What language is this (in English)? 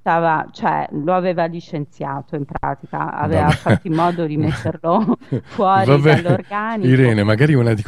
Italian